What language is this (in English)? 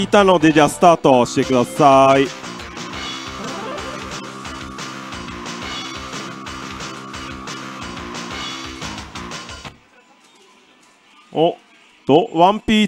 Japanese